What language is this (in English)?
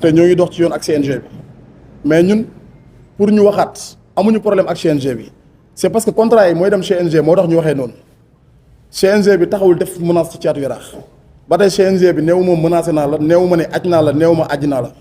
Wolof